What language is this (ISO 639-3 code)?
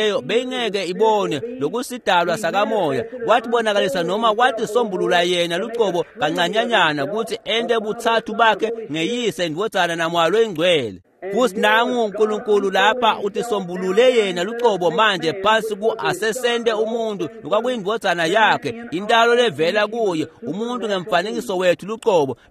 ssw